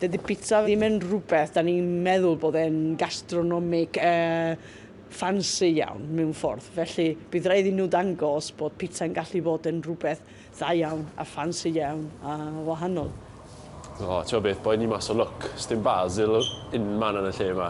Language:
Welsh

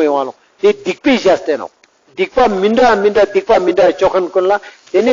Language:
Ladakhi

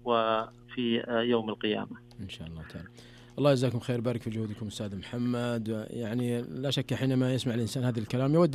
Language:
Najdi Arabic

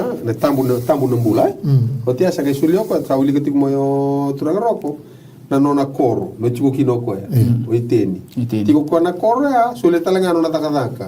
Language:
Fijian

